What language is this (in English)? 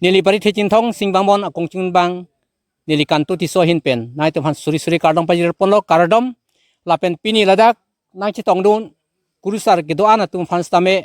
Karbi